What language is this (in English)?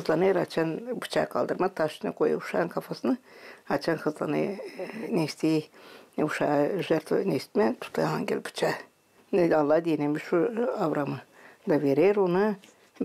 Gagauz